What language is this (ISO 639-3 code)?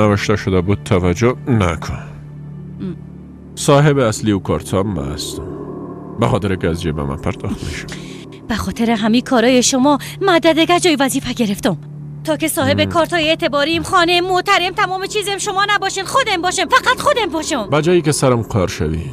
fas